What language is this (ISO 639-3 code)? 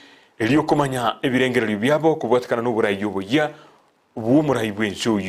guz